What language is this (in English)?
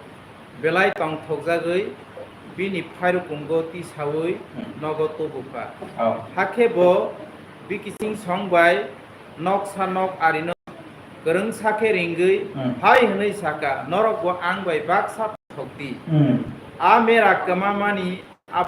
Kok Borok